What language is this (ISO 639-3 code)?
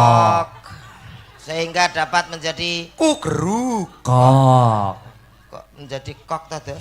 jav